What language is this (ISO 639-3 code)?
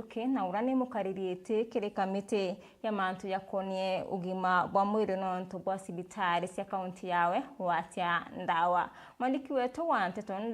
mer